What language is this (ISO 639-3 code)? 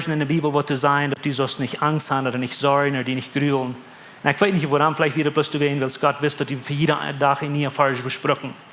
pdt